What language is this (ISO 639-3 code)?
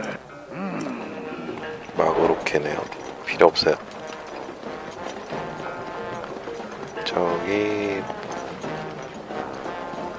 kor